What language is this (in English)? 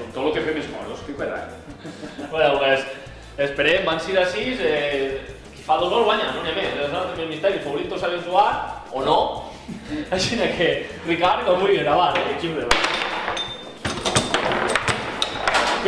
Catalan